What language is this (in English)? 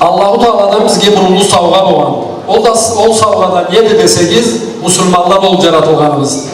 Karachay-Balkar